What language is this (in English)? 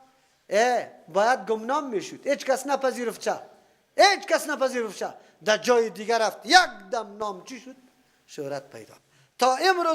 Persian